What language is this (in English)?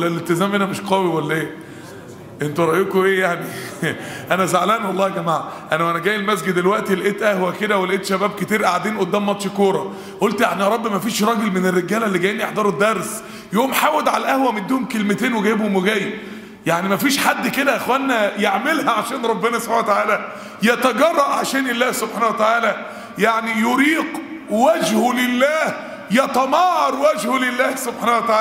Egyptian Arabic